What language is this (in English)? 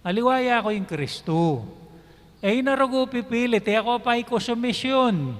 Pampanga